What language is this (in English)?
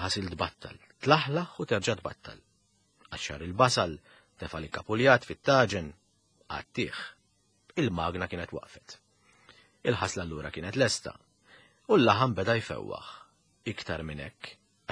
Maltese